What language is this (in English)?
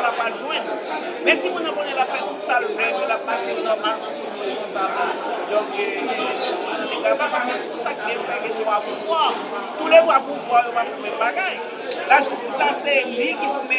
Haitian Creole